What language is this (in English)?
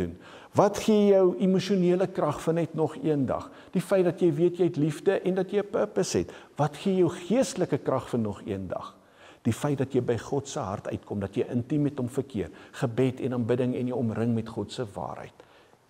Afrikaans